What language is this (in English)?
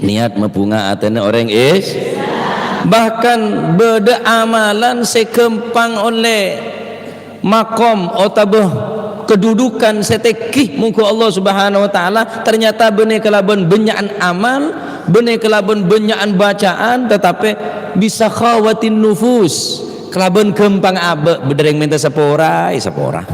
Madurese